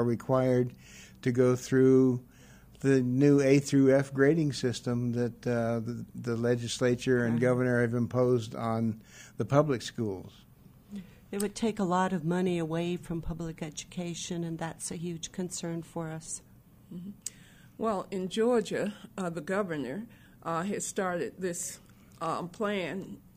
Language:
English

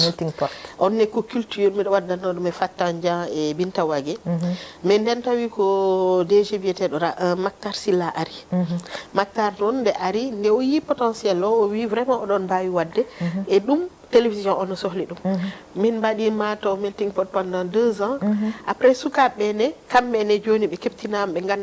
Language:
Fula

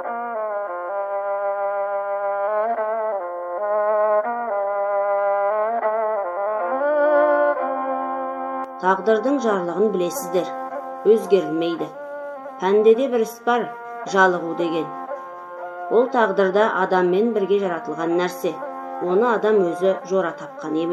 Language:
Kazakh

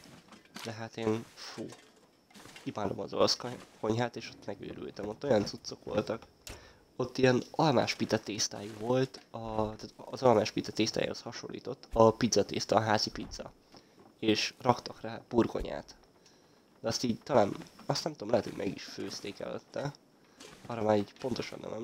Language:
Hungarian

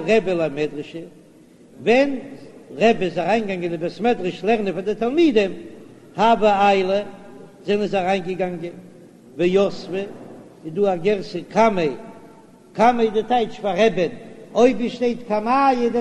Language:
Yiddish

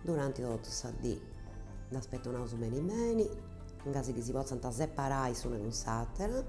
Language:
Sardinian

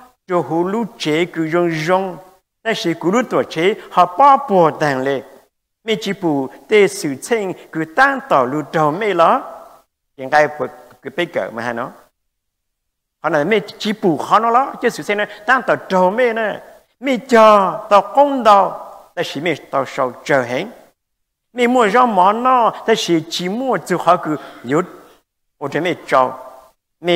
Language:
Vietnamese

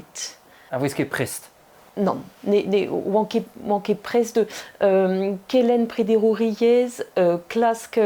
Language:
Breton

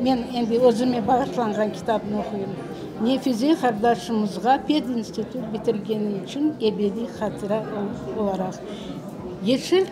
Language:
Crimean Tatar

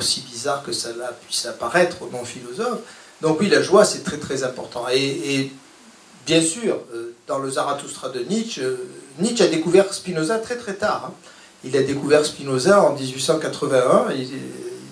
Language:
French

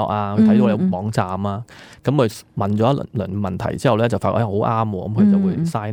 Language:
Cantonese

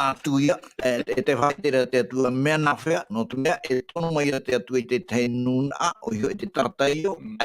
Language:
Tahitian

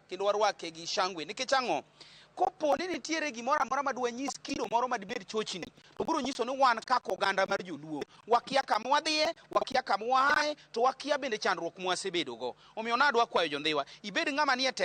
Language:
Luo (Kenya and Tanzania)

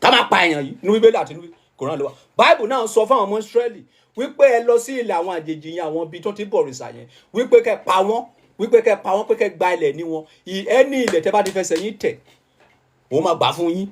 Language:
Yoruba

